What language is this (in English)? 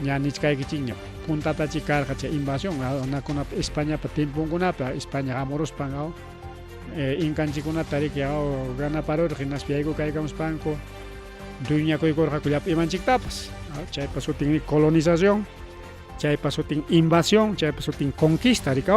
Ayacucho Quechua